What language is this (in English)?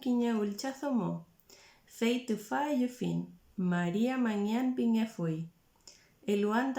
Mapuche